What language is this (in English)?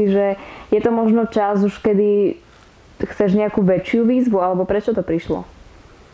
Slovak